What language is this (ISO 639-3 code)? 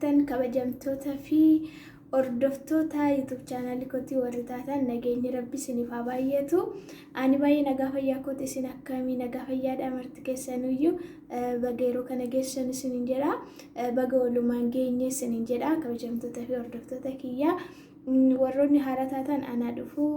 orm